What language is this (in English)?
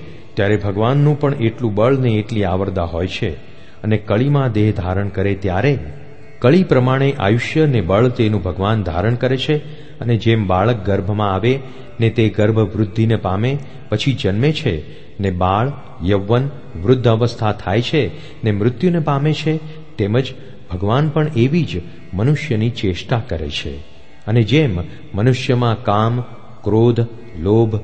Gujarati